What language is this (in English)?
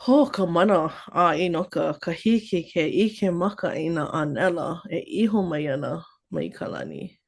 Hawaiian